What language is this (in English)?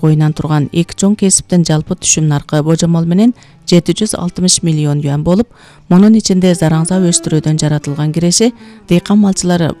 Kyrgyz